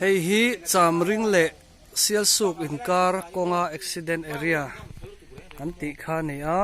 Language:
Mizo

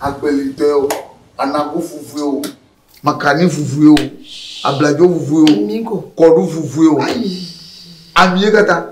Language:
Ewe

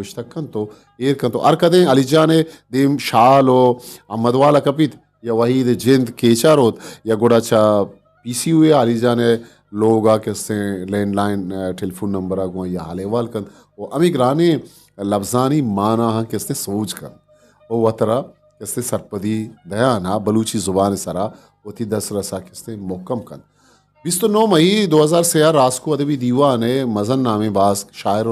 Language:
Eastern Balochi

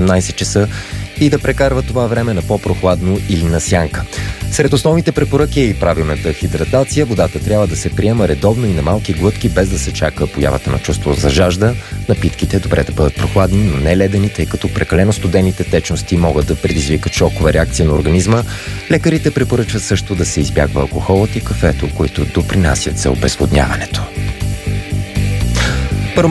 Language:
Bulgarian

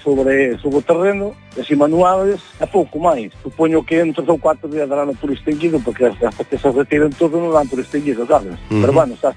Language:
Galician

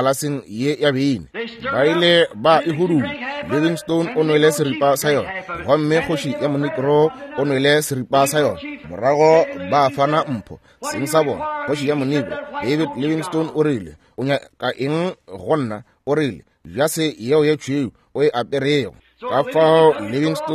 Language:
Northern Sotho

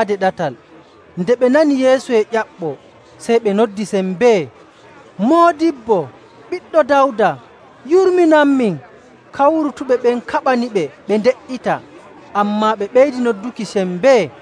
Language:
Nigerian Fulfulde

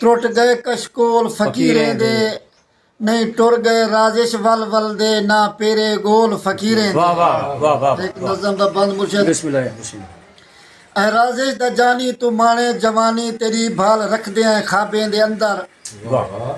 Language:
Saraiki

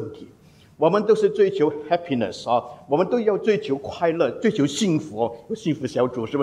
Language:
Chinese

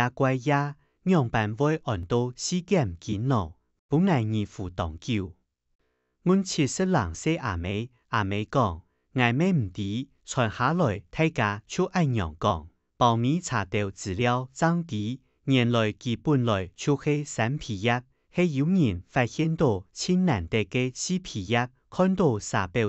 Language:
Hakka Chinese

